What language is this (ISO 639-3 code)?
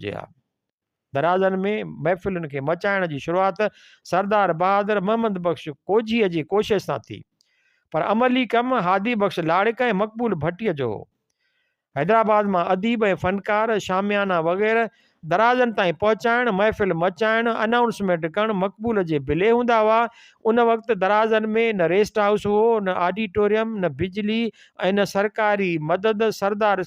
snd